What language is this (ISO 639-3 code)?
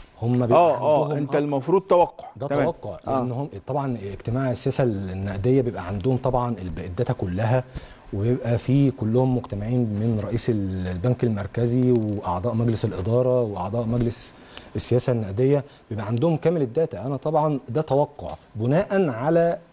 arz